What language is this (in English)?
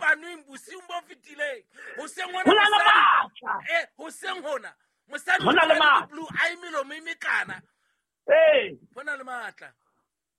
Southern Sotho